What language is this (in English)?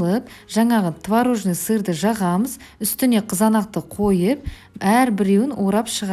Kazakh